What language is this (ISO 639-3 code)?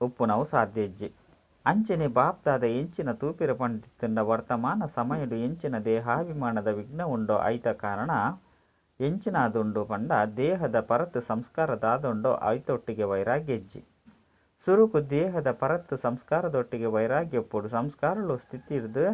tcy